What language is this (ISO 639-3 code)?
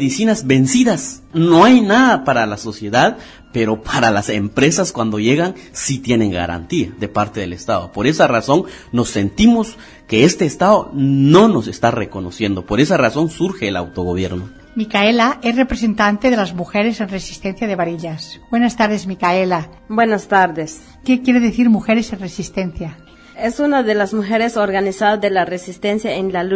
spa